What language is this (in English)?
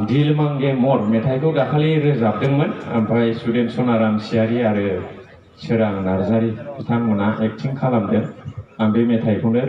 Bodo